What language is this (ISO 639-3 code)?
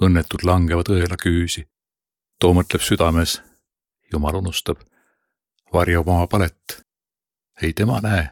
est